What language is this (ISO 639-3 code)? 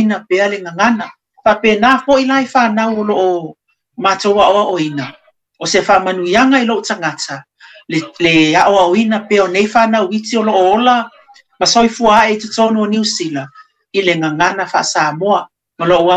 smo